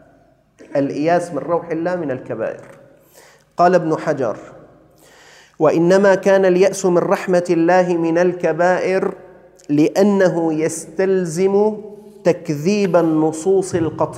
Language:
Arabic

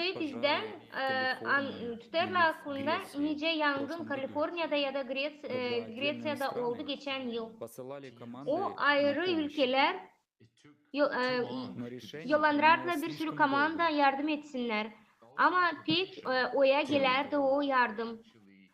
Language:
Gagauz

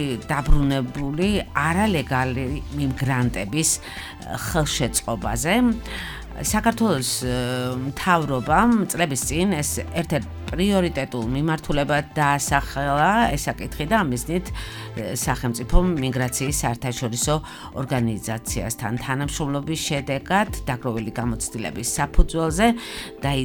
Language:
Georgian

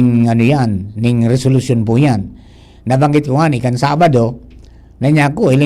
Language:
Bikol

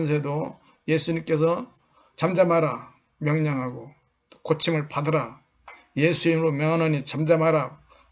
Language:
Korean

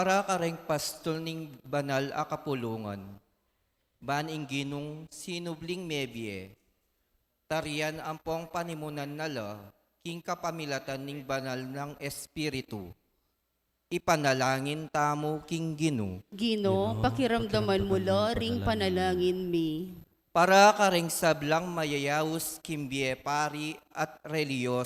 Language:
Pampanga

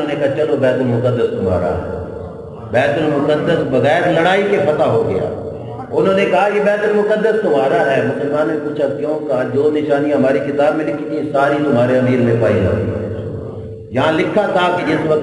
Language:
Urdu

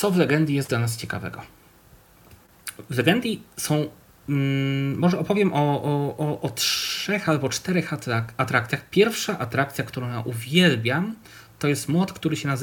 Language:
Polish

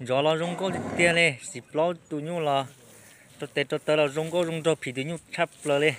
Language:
Hmong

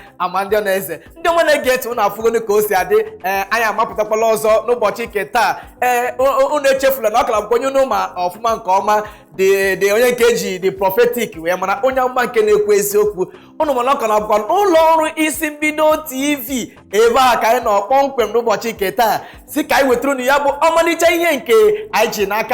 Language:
Igbo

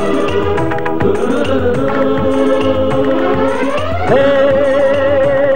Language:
Kannada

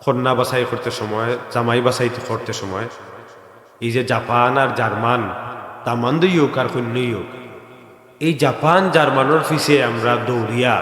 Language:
Sylheti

